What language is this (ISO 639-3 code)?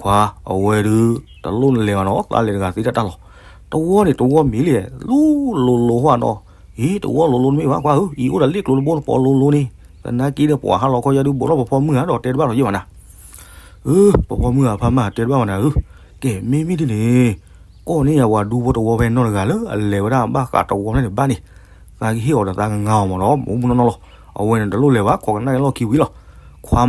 ksw